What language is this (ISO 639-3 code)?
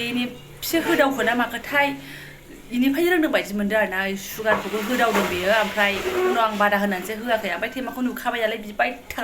brx